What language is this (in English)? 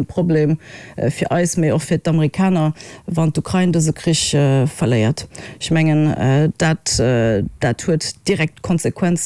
Luxembourgish